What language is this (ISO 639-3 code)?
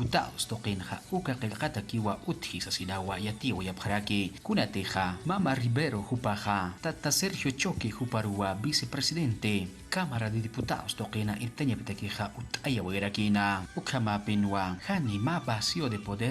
aym